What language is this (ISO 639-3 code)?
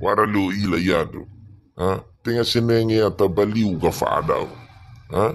nia